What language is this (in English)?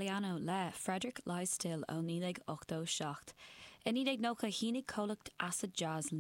Irish